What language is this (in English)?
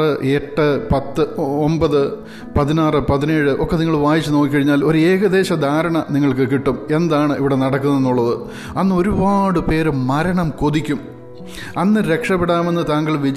Malayalam